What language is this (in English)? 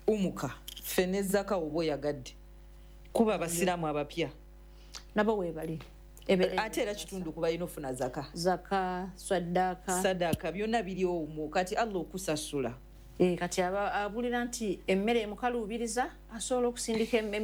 Ganda